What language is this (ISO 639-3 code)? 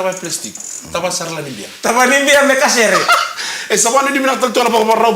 fij